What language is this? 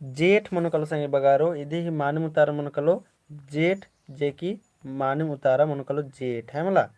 Kurukh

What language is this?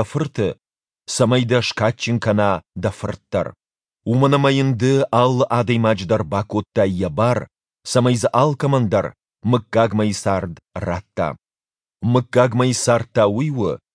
Ossetic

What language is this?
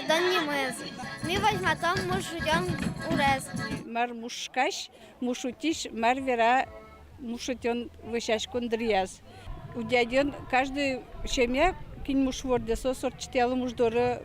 Udmurt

